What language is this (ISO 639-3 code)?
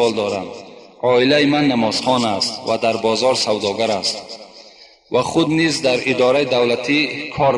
tgk